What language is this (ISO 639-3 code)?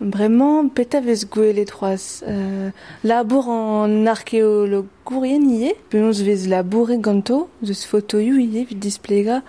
bre